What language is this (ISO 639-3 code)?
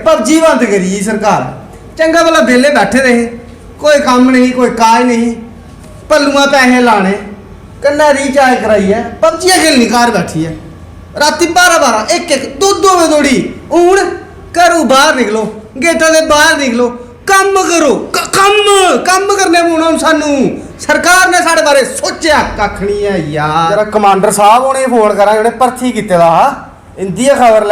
doi